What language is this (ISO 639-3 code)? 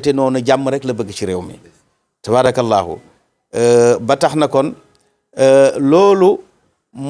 wol